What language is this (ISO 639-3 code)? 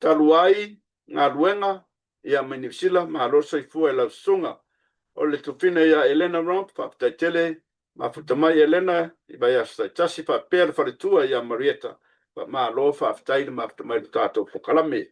smo